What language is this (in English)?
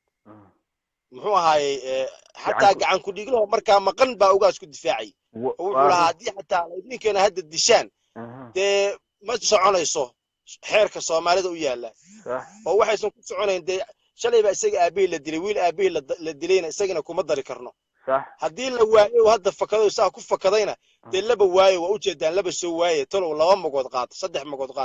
Somali